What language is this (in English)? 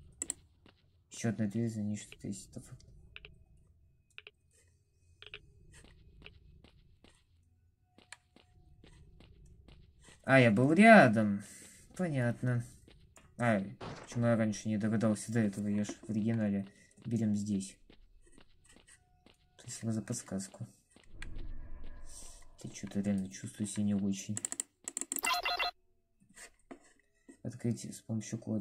Russian